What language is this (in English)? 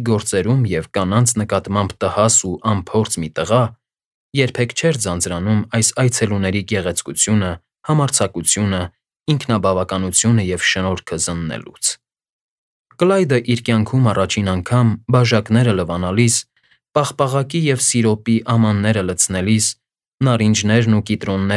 Armenian